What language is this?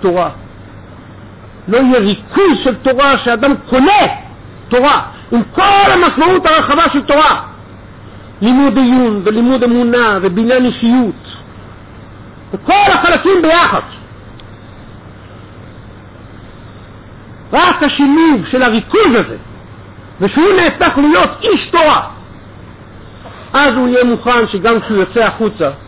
Hebrew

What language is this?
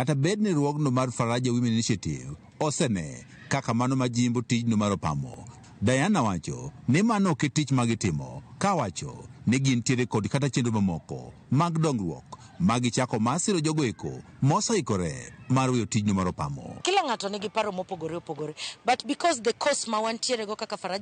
Luo (Kenya and Tanzania)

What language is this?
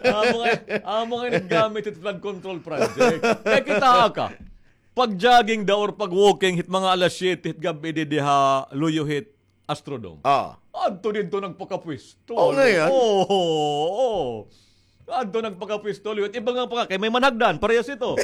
Waray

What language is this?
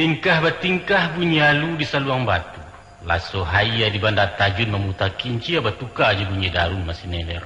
Minangkabau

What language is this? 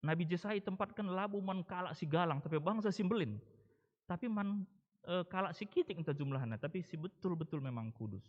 Batak Karo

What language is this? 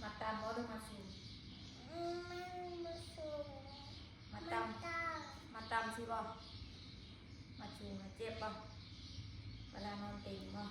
Northeastern Thai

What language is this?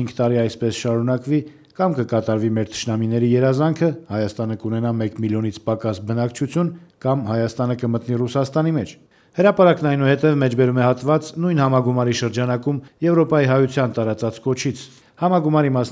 Armenian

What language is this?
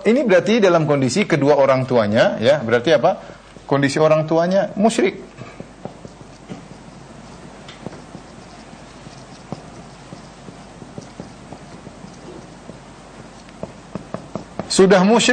Indonesian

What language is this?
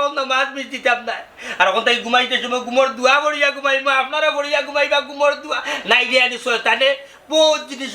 Sylheti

